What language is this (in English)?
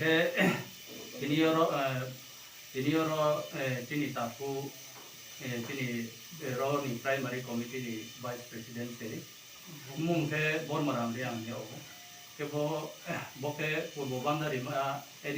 Riang (India)